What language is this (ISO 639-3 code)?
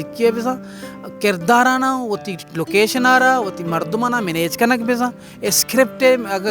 bal